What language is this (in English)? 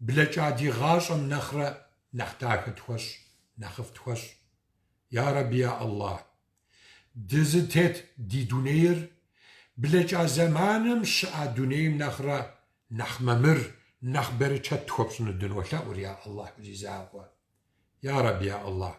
Kabardian